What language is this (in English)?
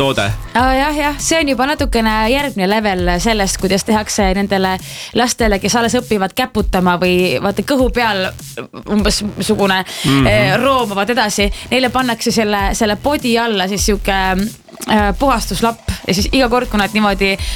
Estonian